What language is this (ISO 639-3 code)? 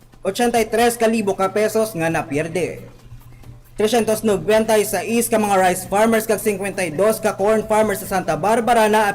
hil